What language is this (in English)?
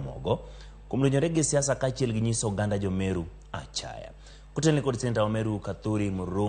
Luo (Kenya and Tanzania)